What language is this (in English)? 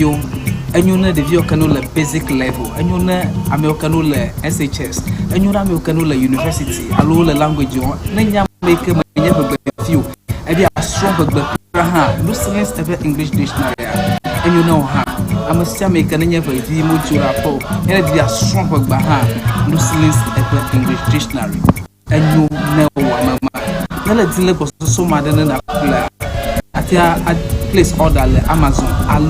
Ewe